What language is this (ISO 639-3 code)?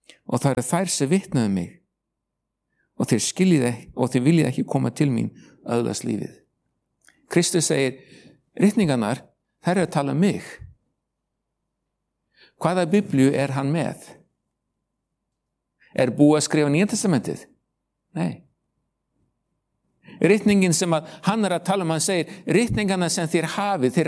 isl